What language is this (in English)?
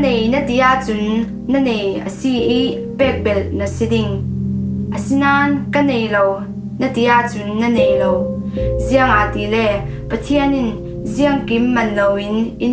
Falam Chin